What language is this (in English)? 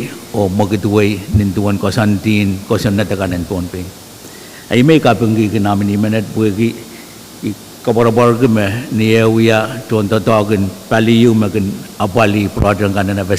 Pohnpeian